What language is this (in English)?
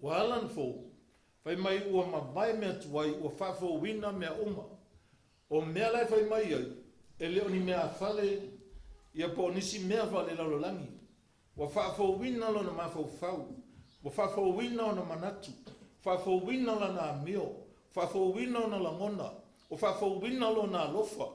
Samoan